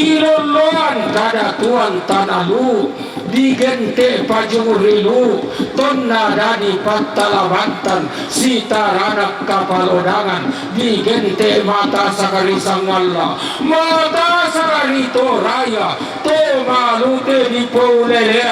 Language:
Toraja-Sa'dan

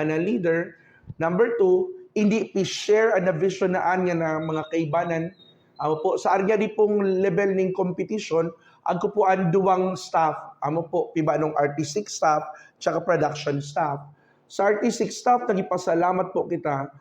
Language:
Buhi'non Bikol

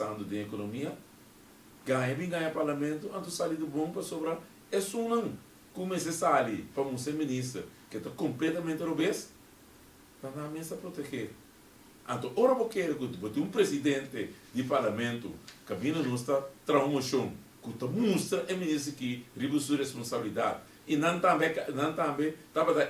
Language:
Papiamento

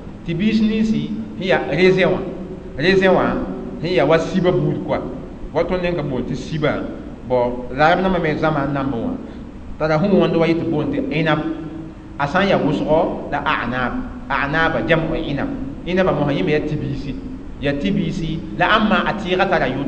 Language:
Mossi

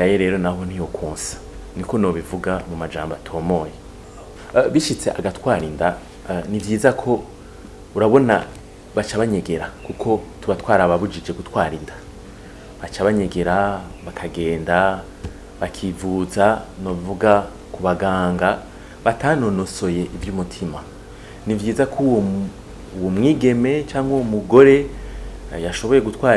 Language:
Rundi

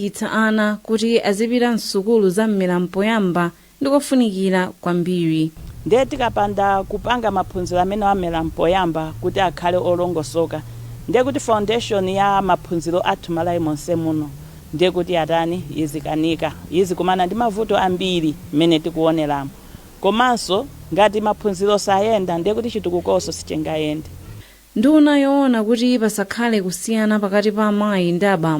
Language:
Nyanja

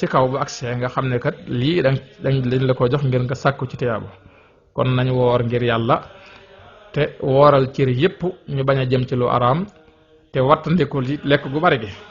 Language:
Wolof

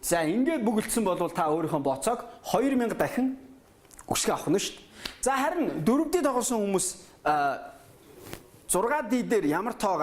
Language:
Mongolian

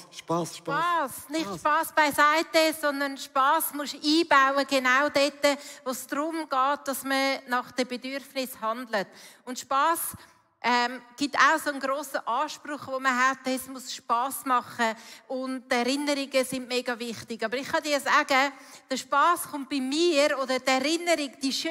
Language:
Swiss German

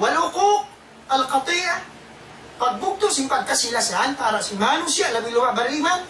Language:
Tausug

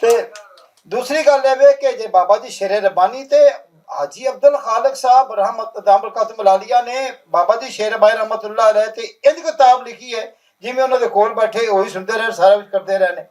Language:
Western Panjabi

